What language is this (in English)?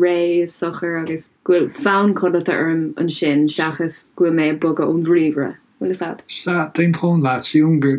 Irish